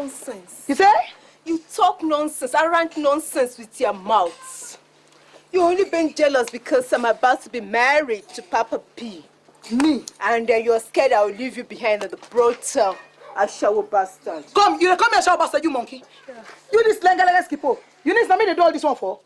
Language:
Nigerian Pidgin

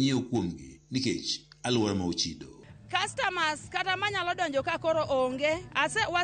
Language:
Luo (Kenya and Tanzania)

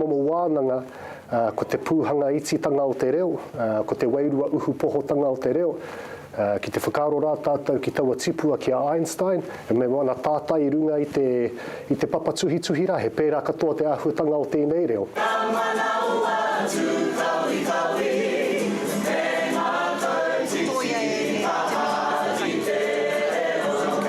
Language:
Māori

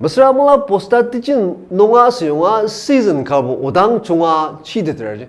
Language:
Ao Naga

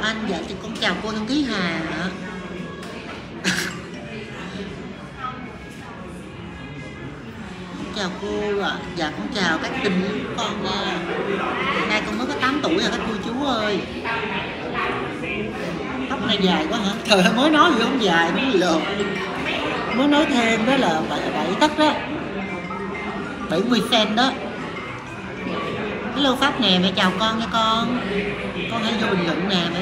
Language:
Vietnamese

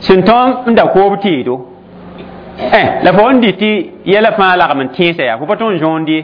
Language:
Mossi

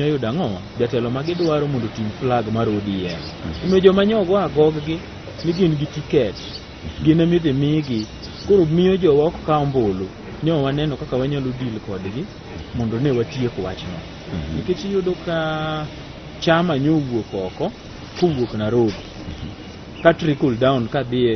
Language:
Luo (Kenya and Tanzania)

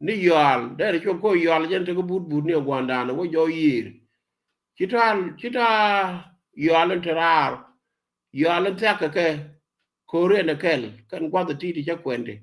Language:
Nuer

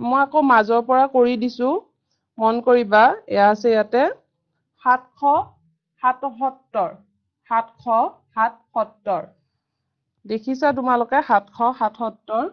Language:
Assamese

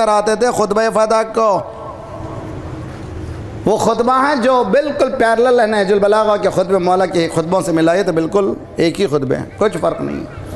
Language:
Urdu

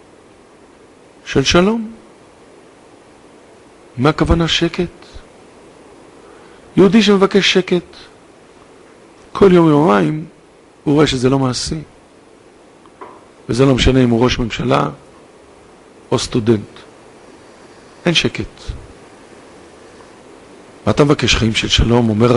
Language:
Hebrew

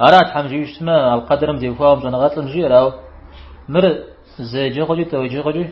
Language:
Kabardian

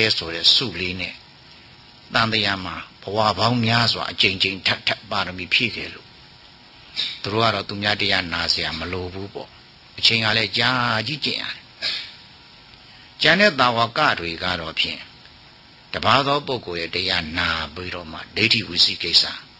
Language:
Burmese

